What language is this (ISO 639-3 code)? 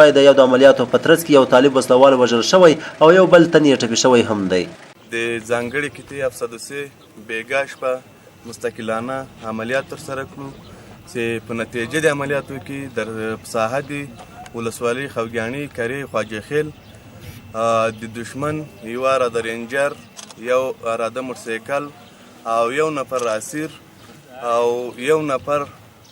pus